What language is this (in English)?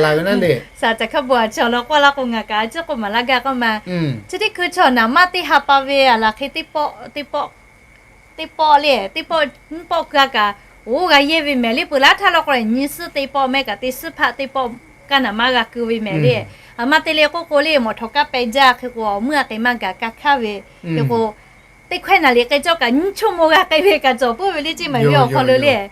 Lahu